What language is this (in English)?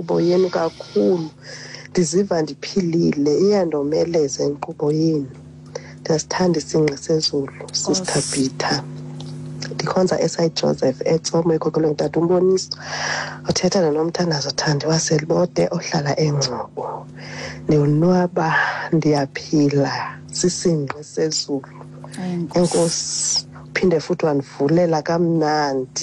Xhosa